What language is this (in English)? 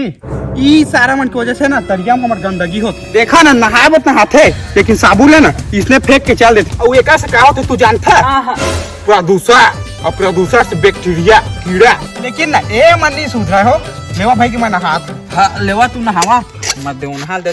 Chhattisgarhi